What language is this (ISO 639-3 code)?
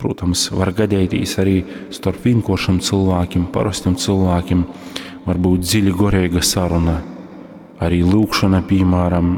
ltg